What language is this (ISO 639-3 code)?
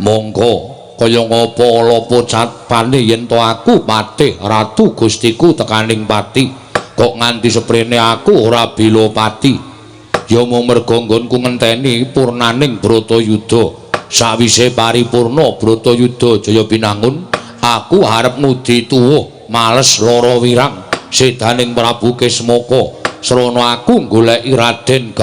jav